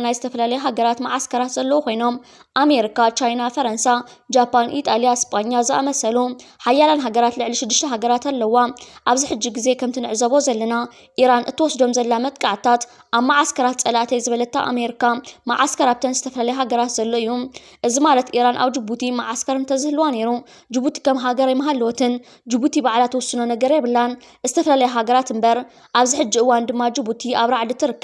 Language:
Tigrinya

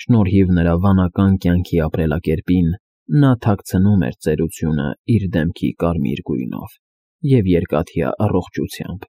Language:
Armenian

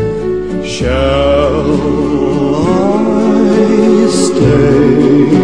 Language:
Polish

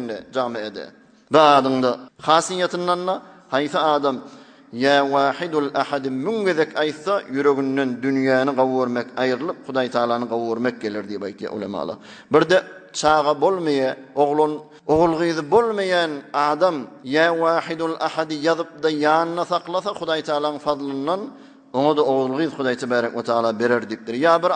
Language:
Turkmen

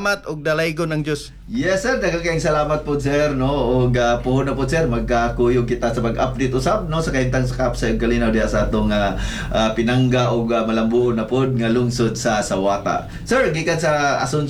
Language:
Cebuano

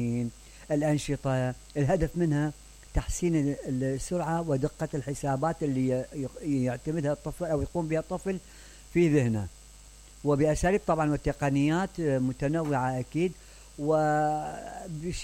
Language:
Mesopotamian Arabic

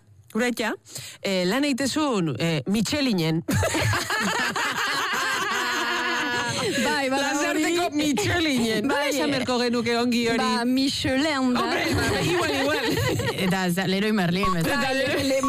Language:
Basque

